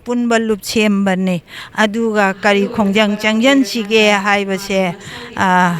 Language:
Manipuri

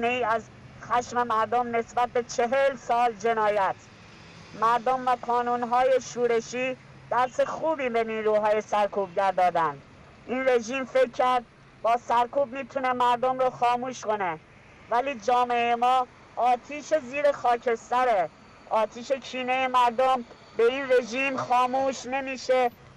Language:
Persian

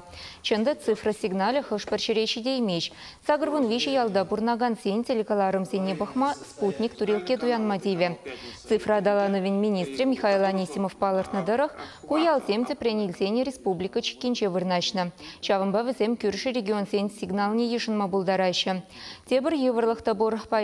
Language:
Chuvash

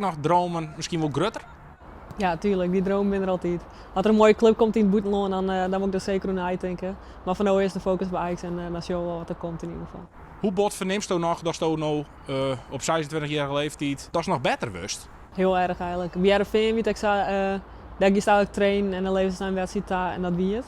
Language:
Western Frisian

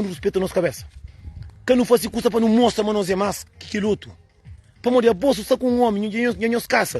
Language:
Kabuverdianu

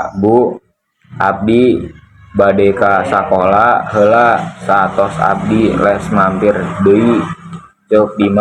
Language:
Sundanese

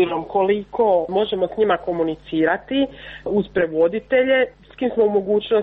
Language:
Croatian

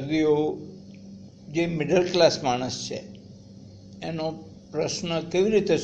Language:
Gujarati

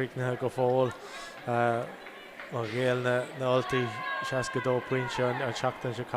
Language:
Irish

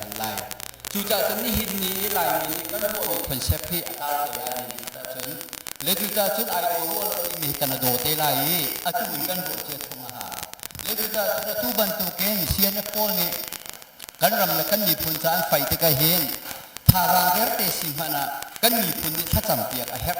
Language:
Hakha Chin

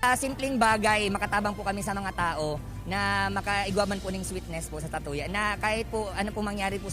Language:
Bikol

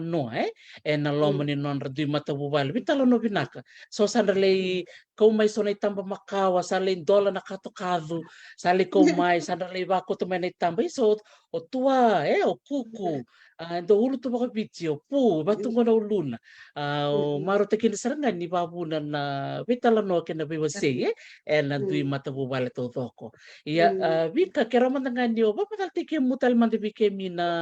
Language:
Fijian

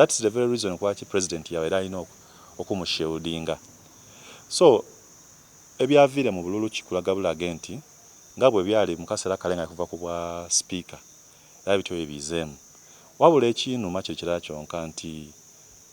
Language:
Soga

